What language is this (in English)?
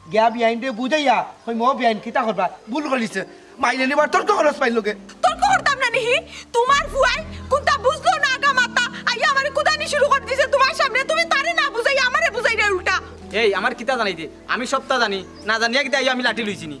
Sylheti